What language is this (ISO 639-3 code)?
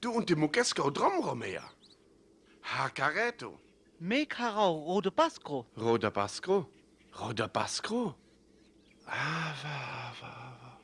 rmo